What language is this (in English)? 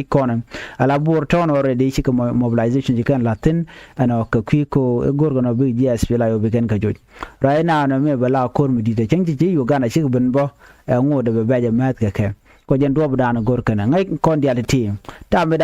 Nuer